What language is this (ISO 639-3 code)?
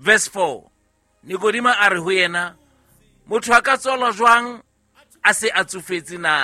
sot